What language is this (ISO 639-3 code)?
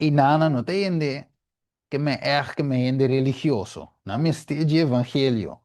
pap